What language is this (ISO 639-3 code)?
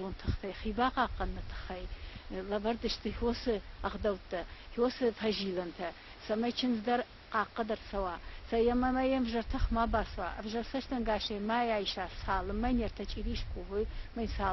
oss